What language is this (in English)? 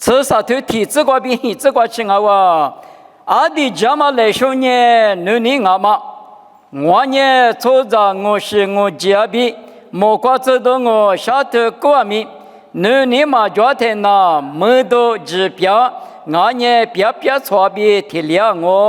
Lisu